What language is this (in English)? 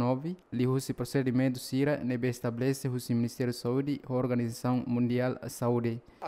Tetum